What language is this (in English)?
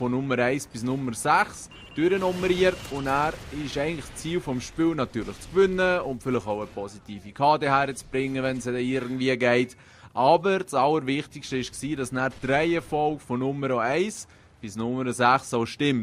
Swiss German